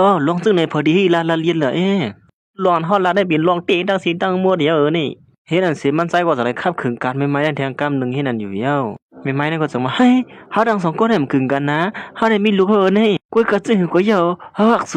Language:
Shan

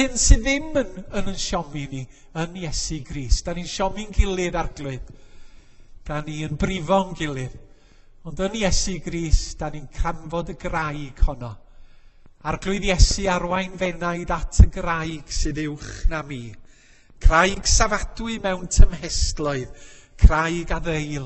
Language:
Welsh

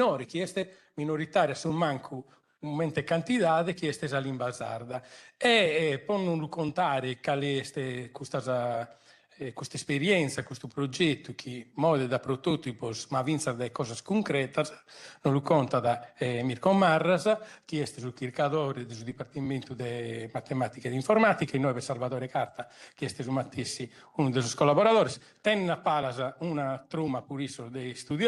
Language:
Sardinian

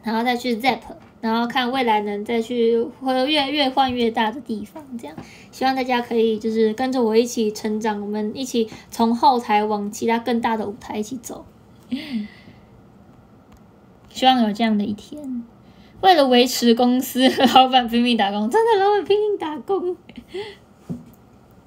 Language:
Chinese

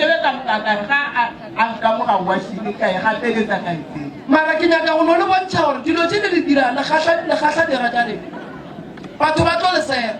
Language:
Northern Sotho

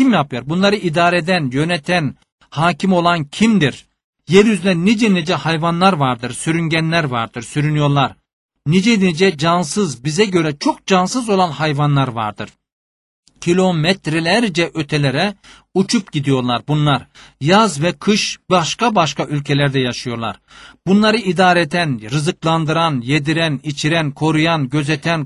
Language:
Turkish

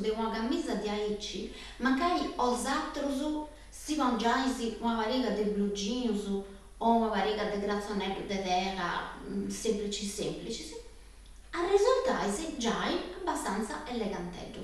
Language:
Sardinian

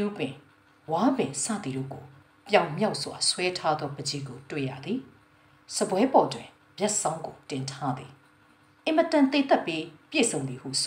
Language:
Burmese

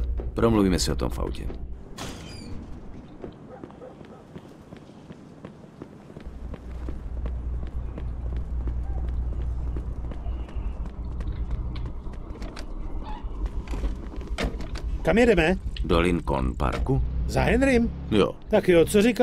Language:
Czech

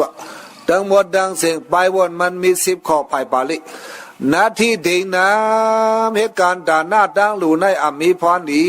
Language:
Shan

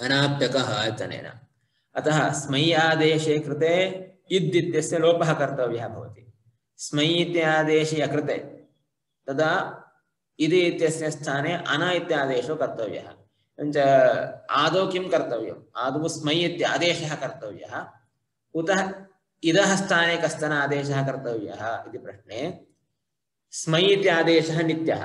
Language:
Sanskrit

